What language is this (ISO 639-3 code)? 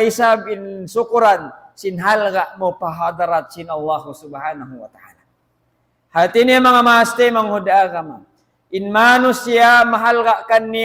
tsg